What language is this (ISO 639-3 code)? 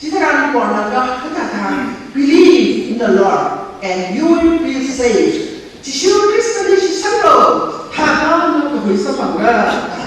nmf